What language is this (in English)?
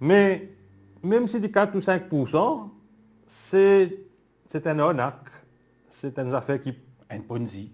Morisyen